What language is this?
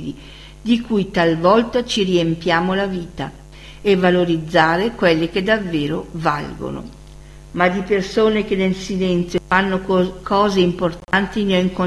Italian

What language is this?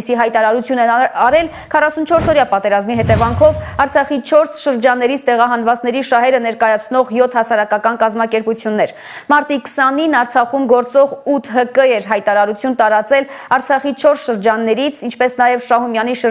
Armenian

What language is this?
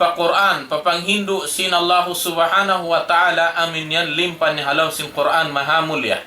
Tausug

